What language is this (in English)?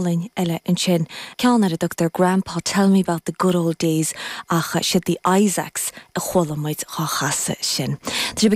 Irish